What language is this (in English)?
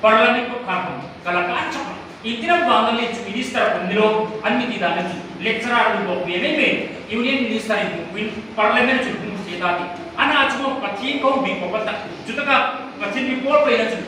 Hmar